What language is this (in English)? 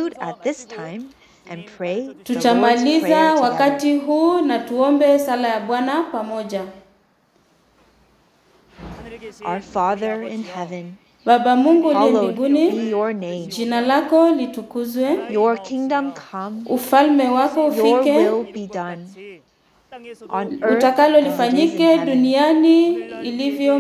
Swahili